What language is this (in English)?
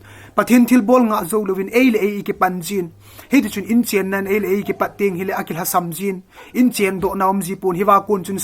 Thado Chin